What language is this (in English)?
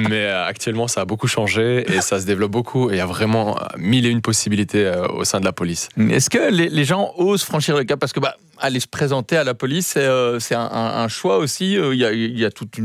French